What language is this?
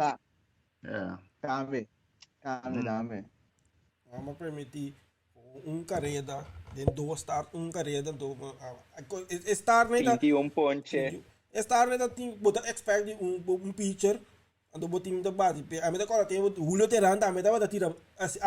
Papiamento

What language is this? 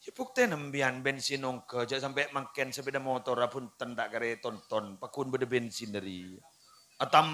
Madurese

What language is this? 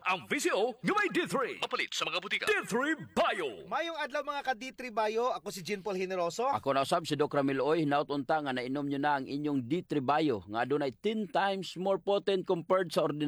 Cebuano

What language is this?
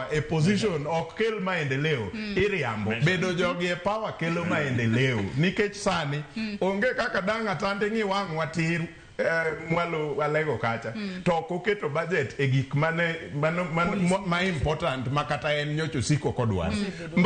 Luo (Kenya and Tanzania)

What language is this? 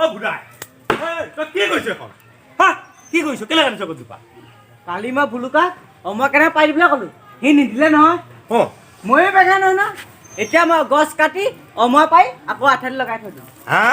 Assamese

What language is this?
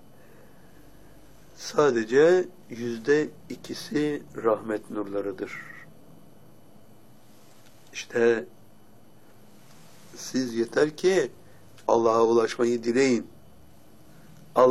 Turkish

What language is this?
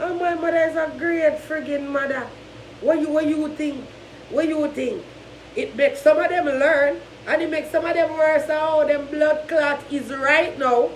Jamaican Creole English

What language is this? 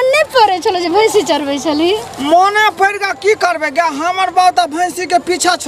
Maithili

